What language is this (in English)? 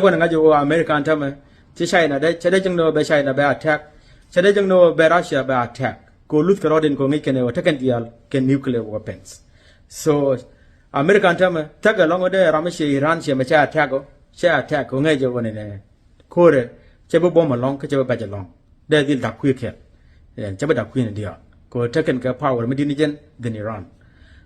Nuer